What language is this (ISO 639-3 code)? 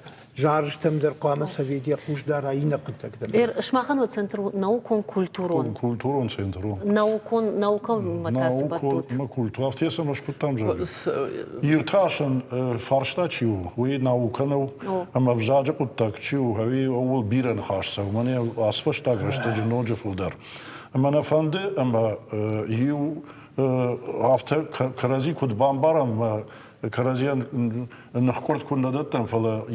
oss